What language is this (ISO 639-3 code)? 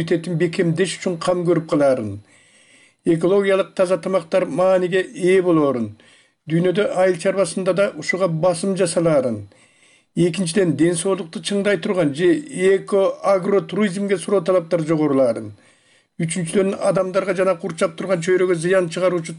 kir